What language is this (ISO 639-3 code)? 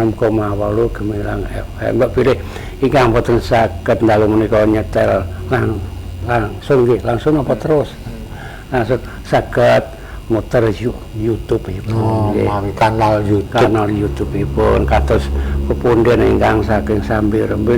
jav